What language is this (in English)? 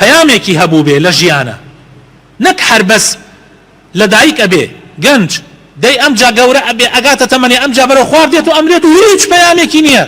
Central Kurdish